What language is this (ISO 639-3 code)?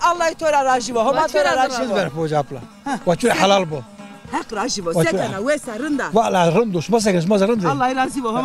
zza